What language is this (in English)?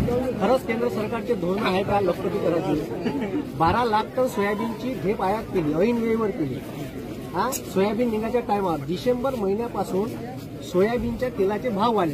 Marathi